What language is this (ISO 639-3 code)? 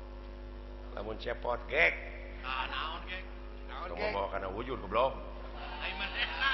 sun